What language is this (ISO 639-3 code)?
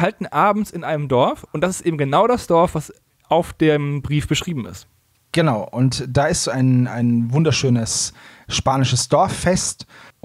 deu